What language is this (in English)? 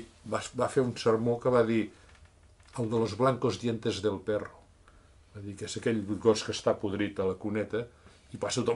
Catalan